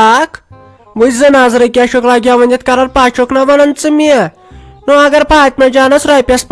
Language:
Kashmiri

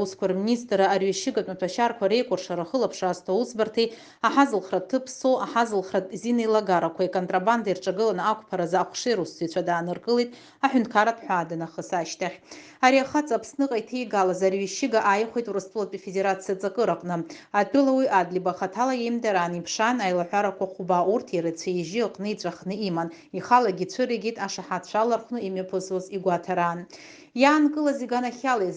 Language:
Abkhazian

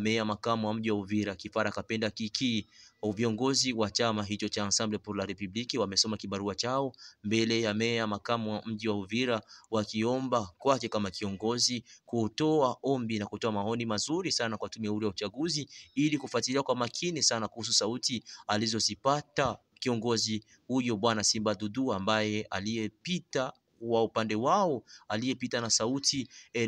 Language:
Swahili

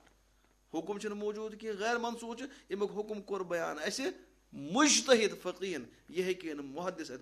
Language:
Kashmiri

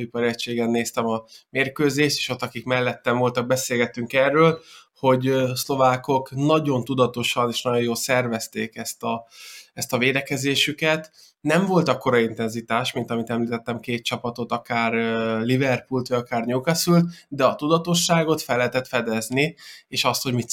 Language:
Hungarian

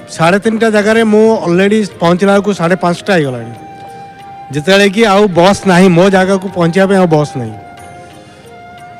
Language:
Odia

